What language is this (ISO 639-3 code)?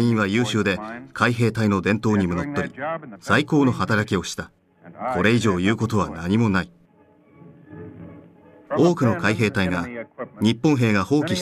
jpn